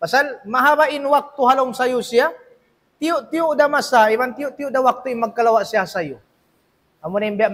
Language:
Tausug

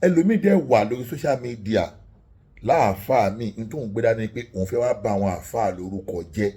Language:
Yoruba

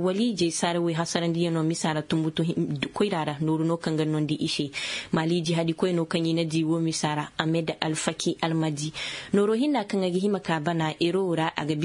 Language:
Zarma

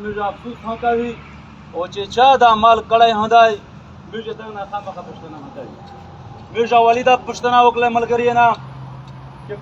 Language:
Pashto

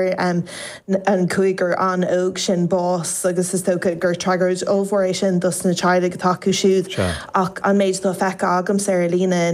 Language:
Irish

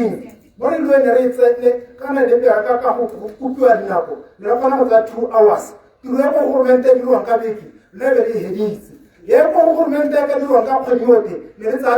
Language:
Tswana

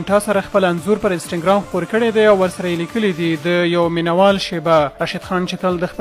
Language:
Pashto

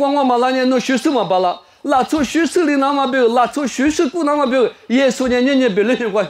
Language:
Lisu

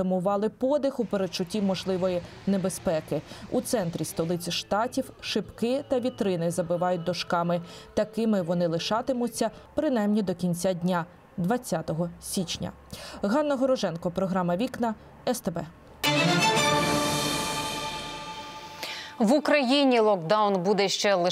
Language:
Ukrainian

